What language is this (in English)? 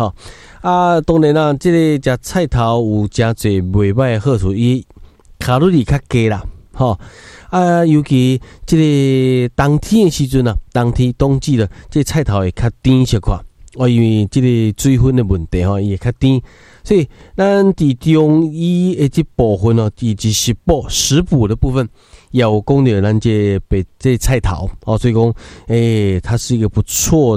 Min Nan Chinese